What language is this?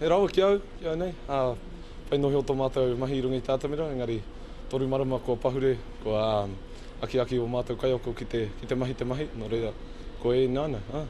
Māori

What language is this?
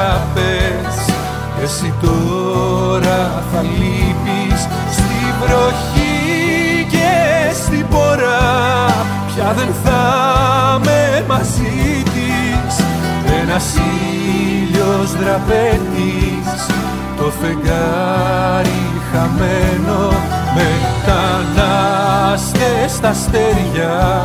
Greek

